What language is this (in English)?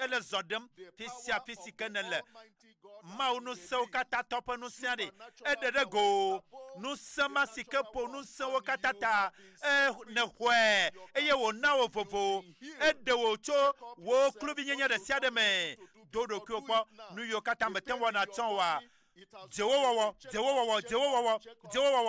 Ewe